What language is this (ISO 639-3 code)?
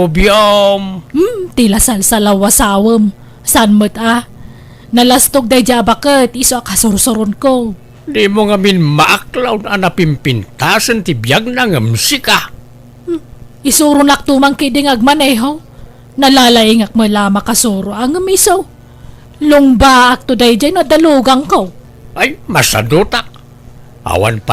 ilo